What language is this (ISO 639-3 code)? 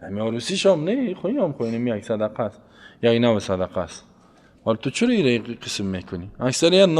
fas